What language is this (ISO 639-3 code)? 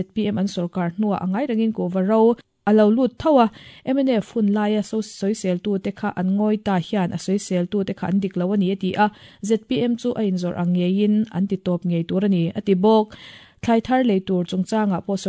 lus